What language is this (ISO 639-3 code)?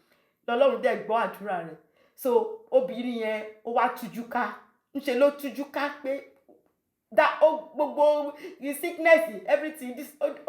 yor